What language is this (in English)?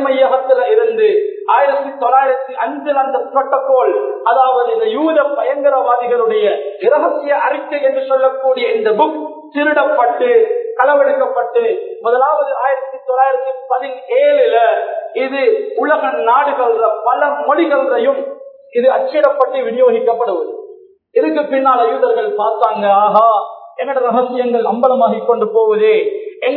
Tamil